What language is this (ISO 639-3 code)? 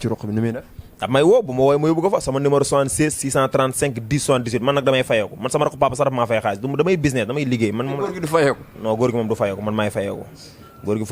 wol